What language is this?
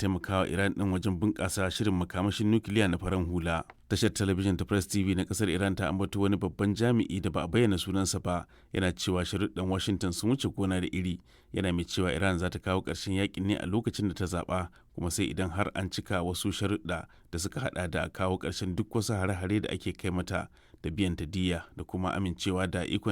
Hausa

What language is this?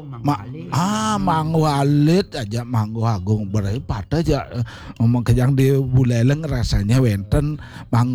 Balinese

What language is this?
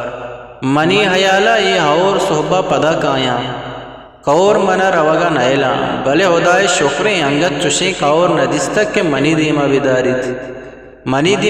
Eastern Balochi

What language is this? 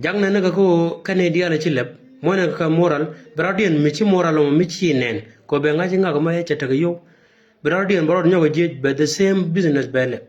Nuer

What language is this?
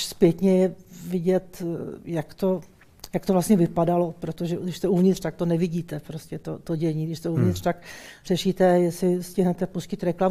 Czech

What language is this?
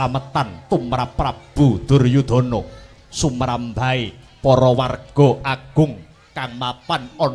Javanese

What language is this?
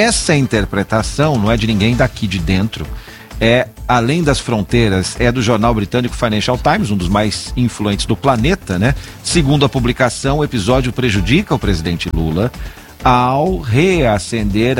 Portuguese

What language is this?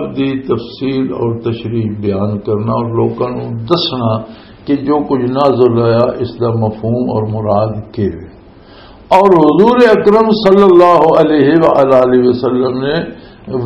Western Panjabi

